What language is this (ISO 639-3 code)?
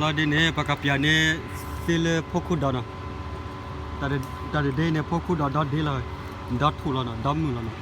ksw